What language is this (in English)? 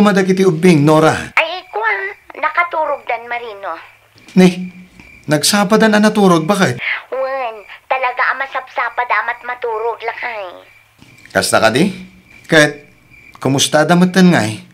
Iloko